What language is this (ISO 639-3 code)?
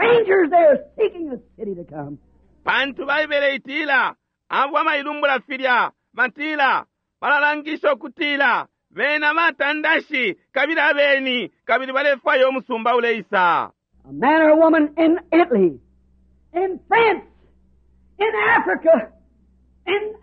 bem